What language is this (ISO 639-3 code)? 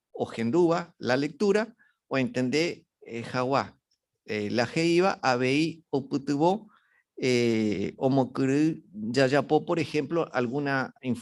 grn